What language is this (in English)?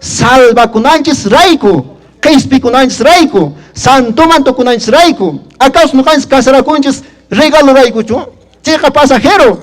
Quechua